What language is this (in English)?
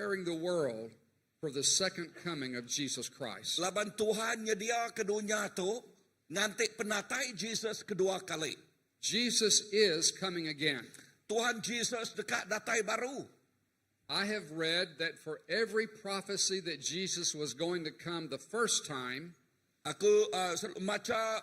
Iban